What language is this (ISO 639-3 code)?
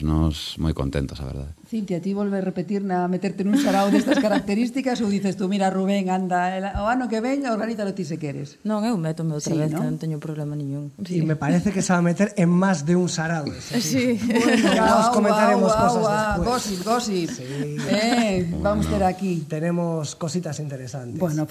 glg